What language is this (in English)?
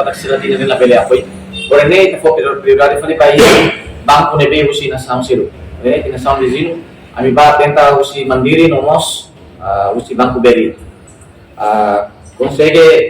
Tetum